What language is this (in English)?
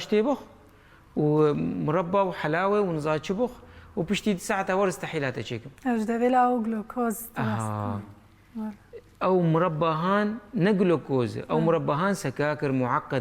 Kurdish